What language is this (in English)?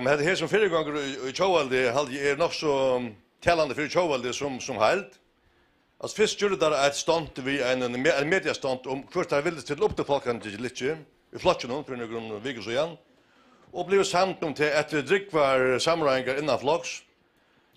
Faroese